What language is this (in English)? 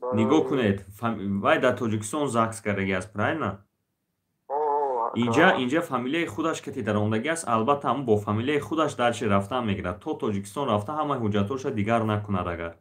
Tajik